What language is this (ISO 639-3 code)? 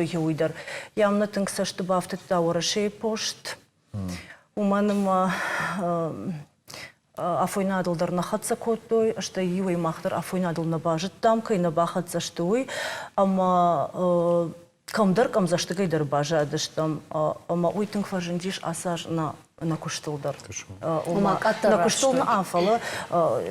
oss